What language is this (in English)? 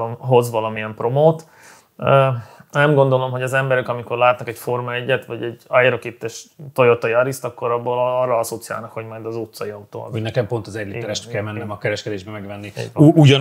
Hungarian